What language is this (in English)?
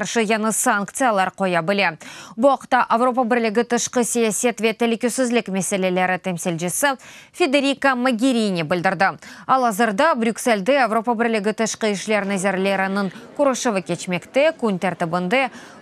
Crimean Tatar